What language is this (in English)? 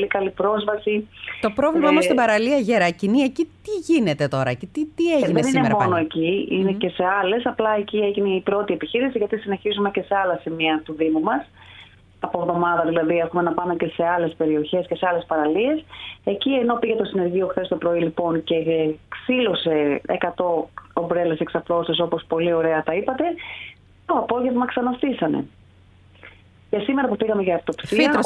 Greek